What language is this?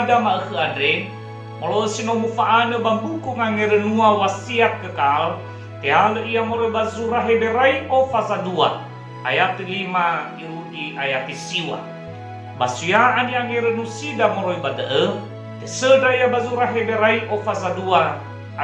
Nias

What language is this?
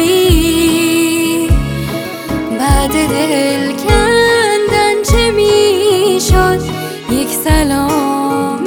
Persian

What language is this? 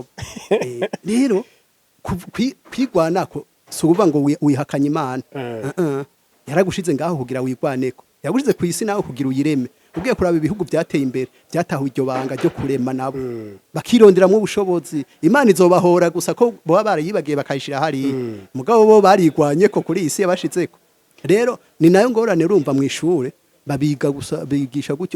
Rundi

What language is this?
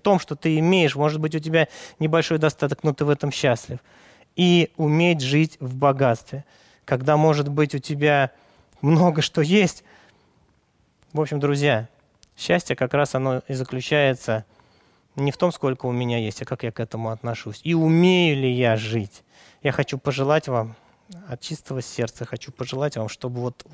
Russian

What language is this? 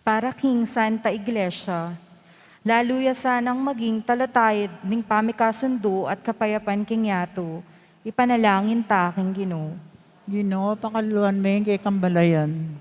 Pampanga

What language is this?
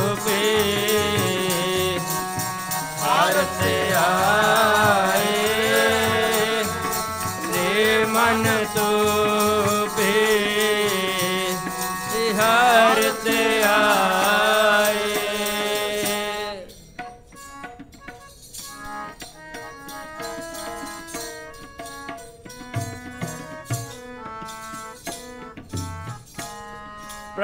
Punjabi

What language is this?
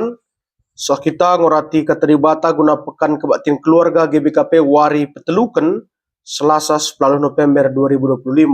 Batak Karo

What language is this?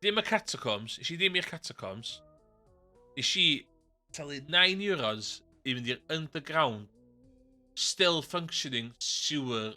Welsh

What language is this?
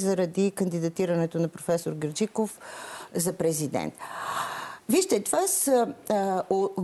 Bulgarian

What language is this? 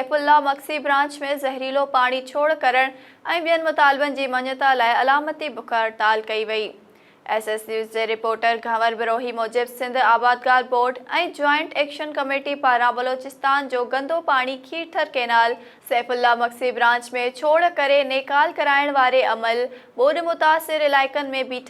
Sindhi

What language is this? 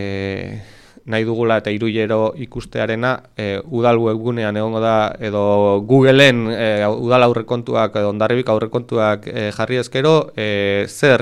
Basque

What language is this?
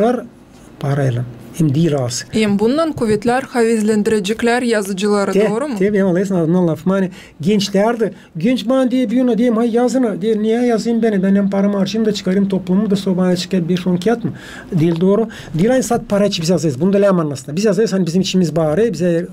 Gagauz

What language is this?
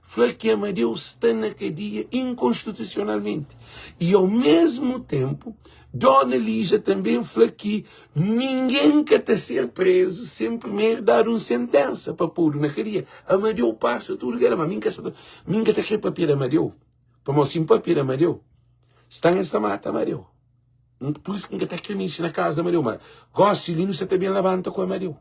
Kabuverdianu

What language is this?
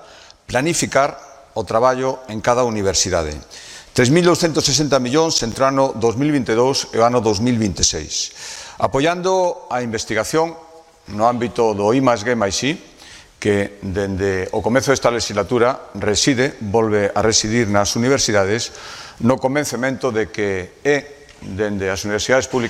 Galician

